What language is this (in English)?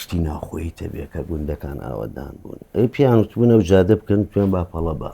Central Kurdish